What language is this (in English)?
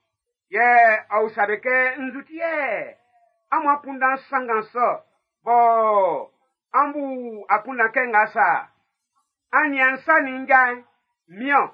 Baoulé